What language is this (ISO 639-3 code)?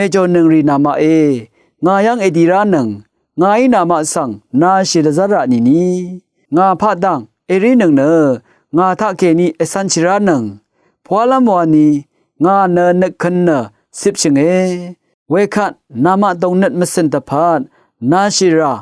raw